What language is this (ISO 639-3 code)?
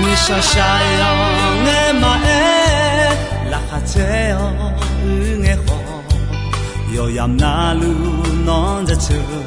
ahk